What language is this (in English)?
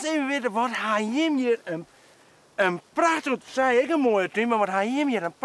Western Frisian